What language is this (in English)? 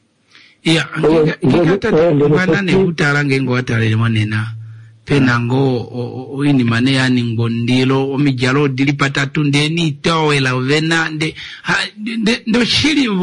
Kuanyama